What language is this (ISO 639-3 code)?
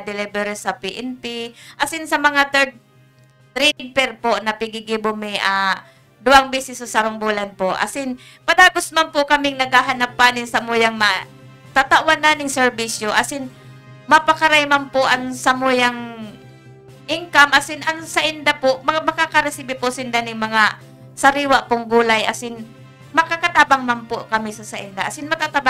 bik